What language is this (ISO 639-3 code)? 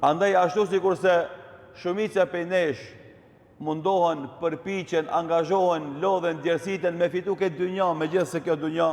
sqi